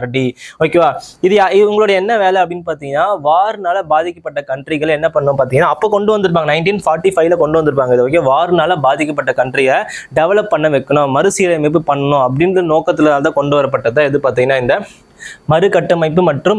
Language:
Tamil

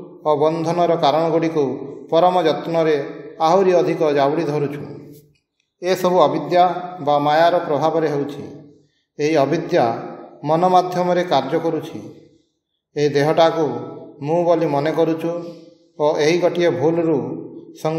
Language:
Odia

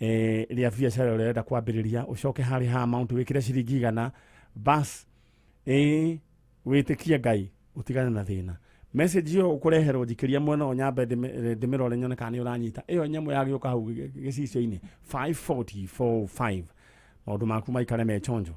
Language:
Kikuyu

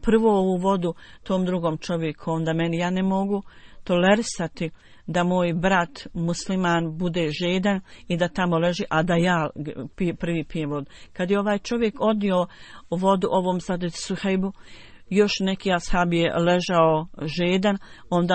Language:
Bosnian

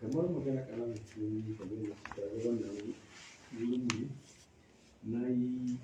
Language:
Hausa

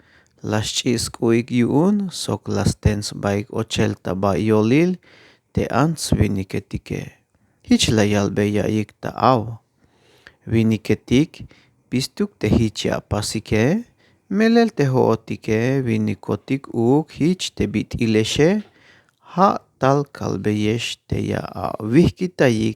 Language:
Tzeltal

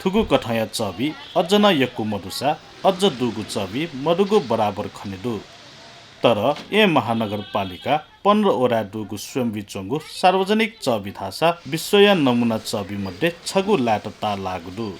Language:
Newari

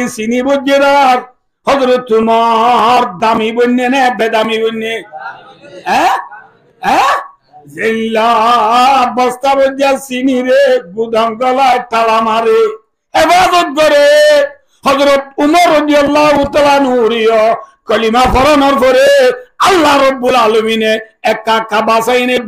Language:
Rohingya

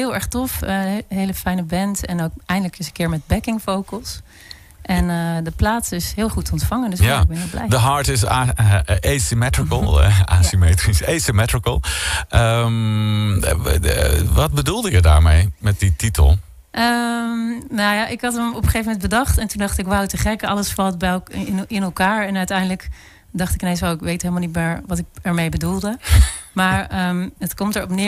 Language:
Dutch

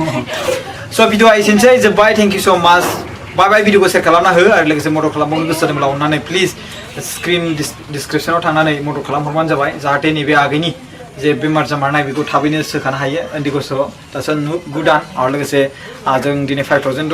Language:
Bodo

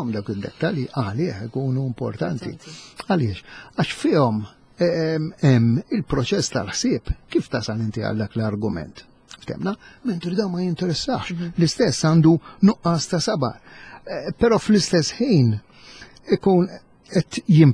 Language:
Maltese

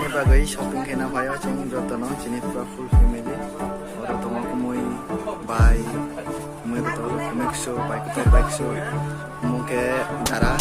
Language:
Kok Borok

